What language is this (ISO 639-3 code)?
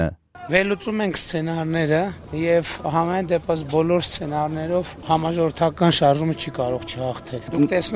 hye